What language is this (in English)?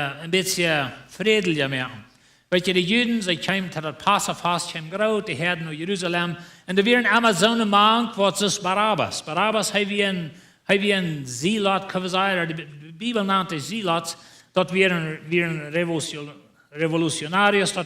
Plautdietsch